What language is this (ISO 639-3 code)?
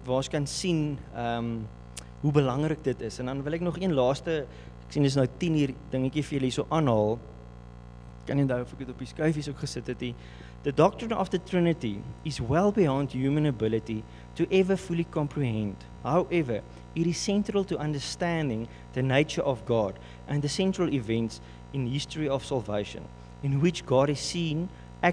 afr